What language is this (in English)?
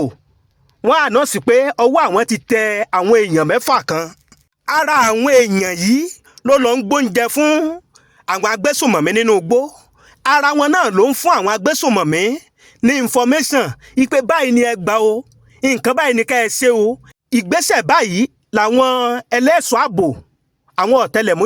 Yoruba